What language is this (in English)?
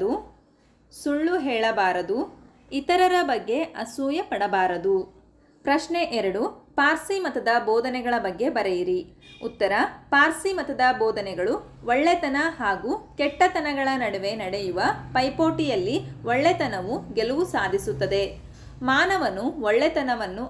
Kannada